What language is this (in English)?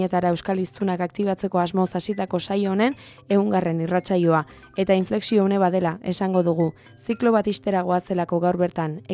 Basque